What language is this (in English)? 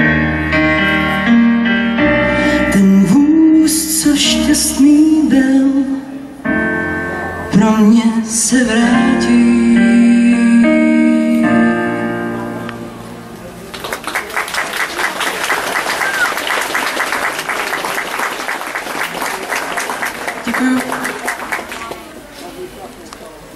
Czech